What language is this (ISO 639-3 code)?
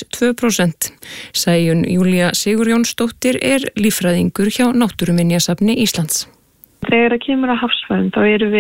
isl